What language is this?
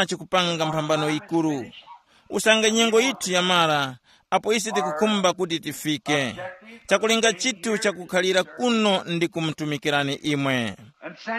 Tumbuka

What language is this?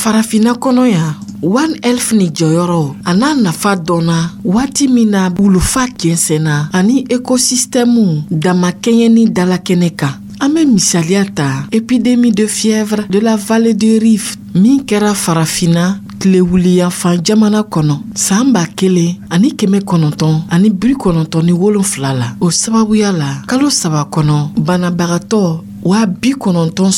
Dyula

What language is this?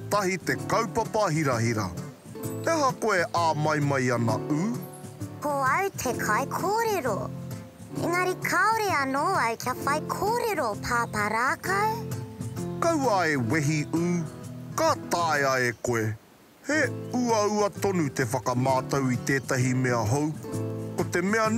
Māori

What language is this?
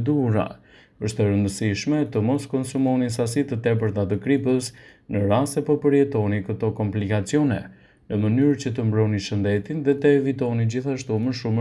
Albanian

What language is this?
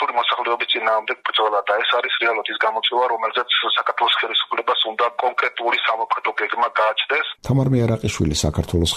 Georgian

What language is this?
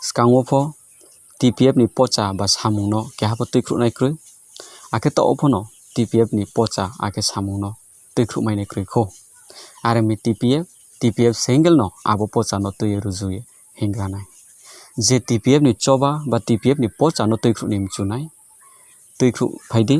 Riang (India)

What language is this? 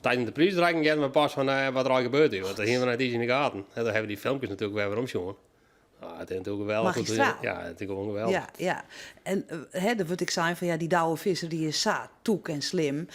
Western Frisian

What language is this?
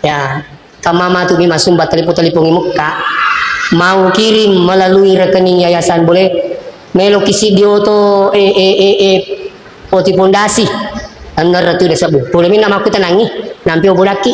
Buginese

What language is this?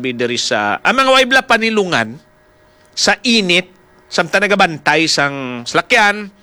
Hiligaynon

